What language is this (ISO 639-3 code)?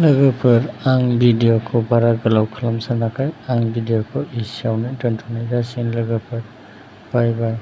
brx